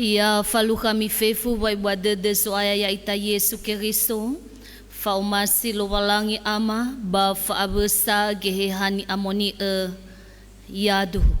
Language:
Nias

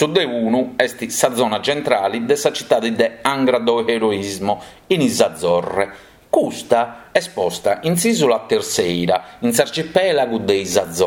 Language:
Sardinian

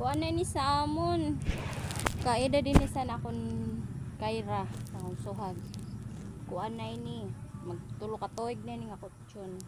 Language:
Waray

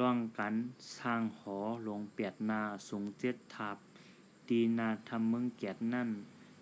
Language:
Shan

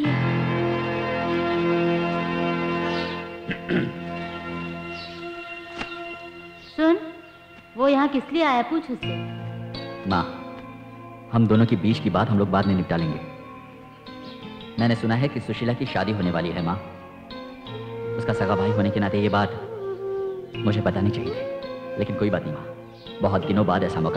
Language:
Hindi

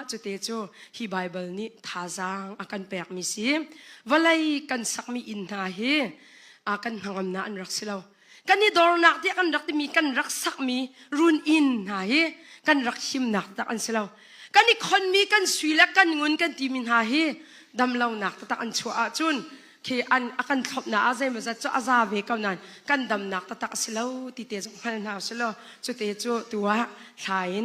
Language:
Hakha Chin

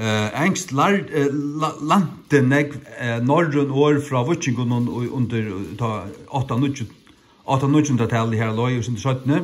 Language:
Faroese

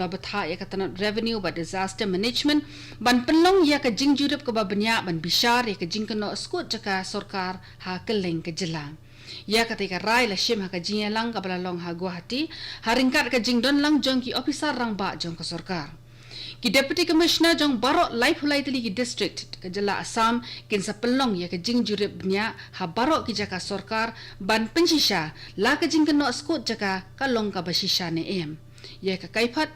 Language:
Khasi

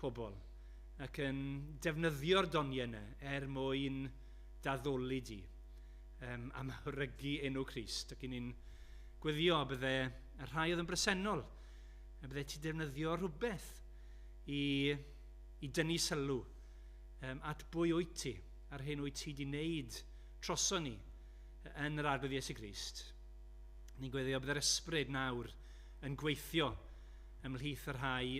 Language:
Welsh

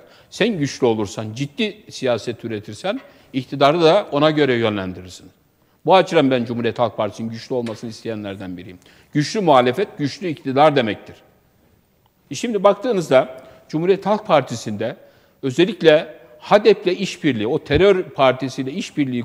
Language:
Turkish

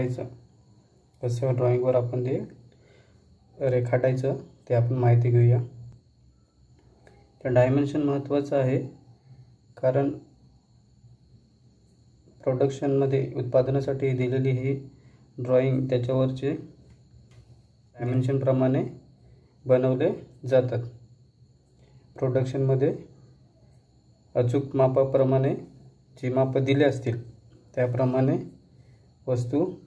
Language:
Marathi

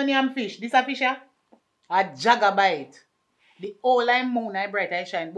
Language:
Jamaican Creole English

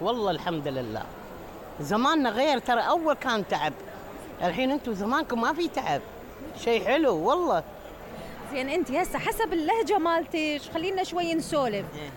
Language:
Mesopotamian Arabic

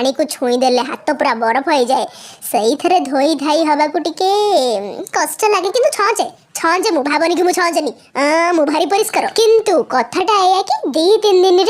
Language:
Odia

